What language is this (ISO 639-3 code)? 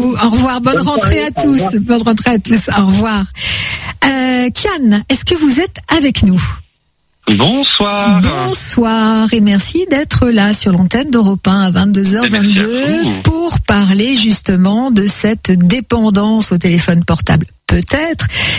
fra